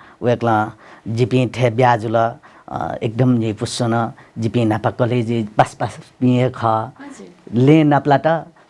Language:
Newari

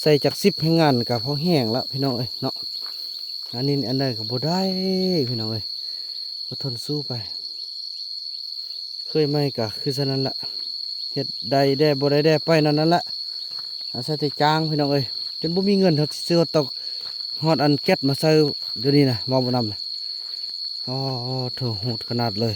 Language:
Lao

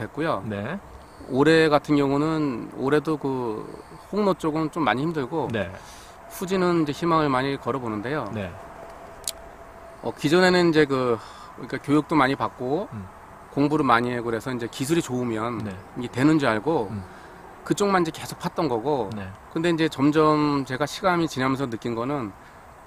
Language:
Korean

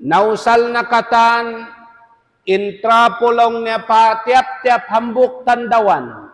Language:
Tausug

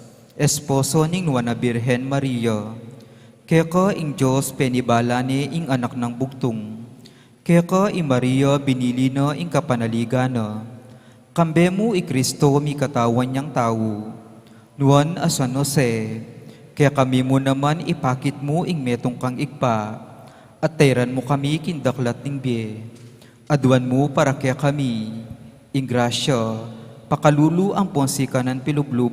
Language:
Pampanga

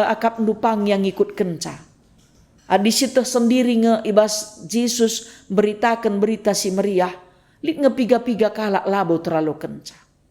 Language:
Batak Karo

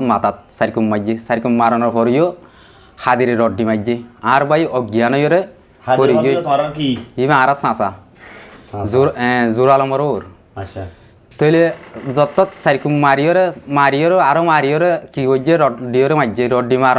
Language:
Rohingya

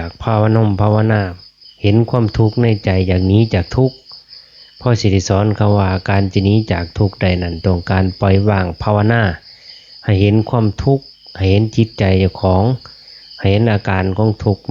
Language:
Lao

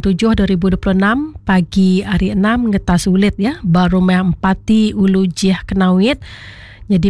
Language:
Iban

